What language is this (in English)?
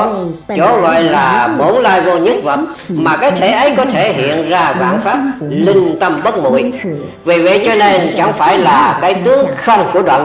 Vietnamese